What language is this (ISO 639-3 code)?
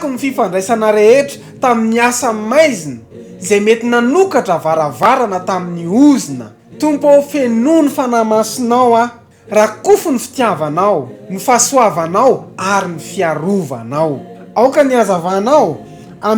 mlg